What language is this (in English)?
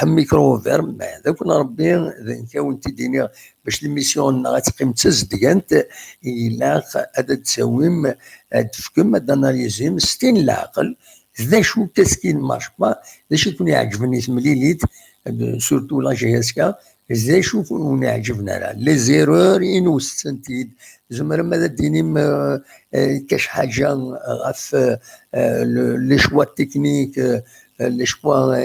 Kabyle